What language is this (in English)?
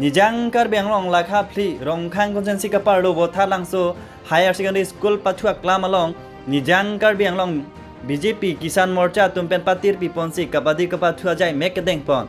Karbi